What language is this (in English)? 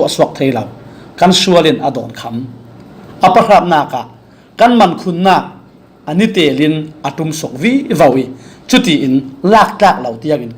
Falam Chin